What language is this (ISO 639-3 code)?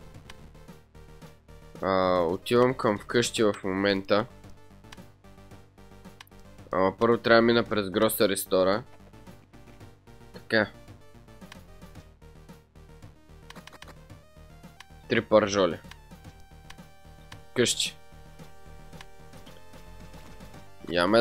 bul